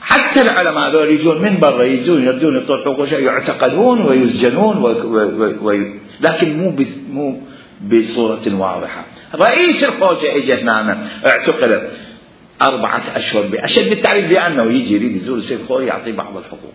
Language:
Mesopotamian Arabic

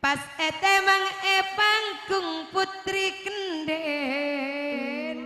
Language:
Madurese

